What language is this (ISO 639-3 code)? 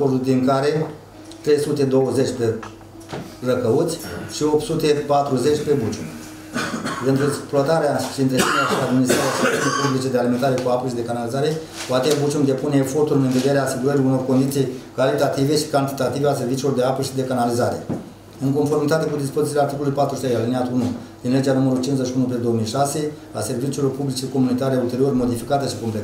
ron